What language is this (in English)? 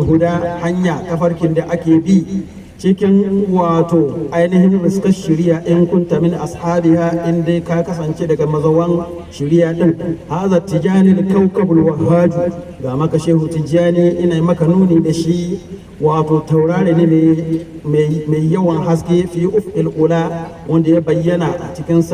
Hausa